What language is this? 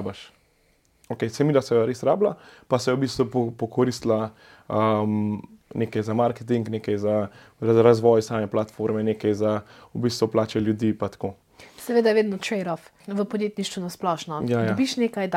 Slovenian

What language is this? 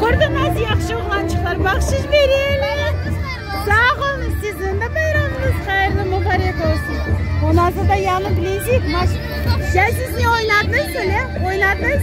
Crimean Tatar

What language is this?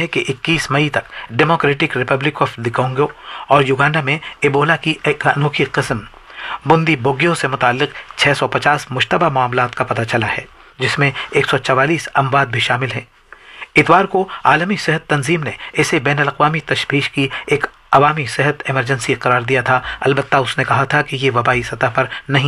Urdu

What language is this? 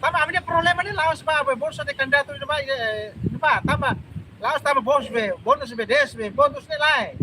Tetum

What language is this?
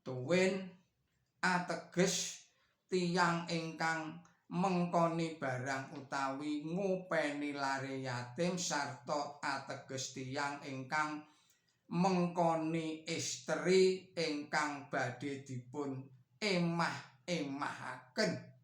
Javanese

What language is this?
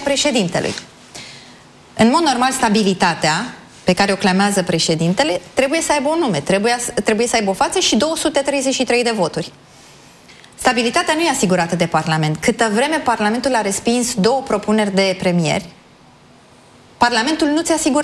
Romanian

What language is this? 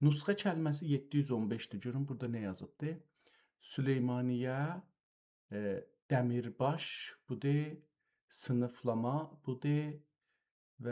South Azerbaijani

